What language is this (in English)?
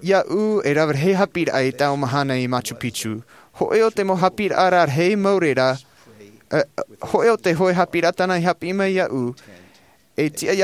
Tahitian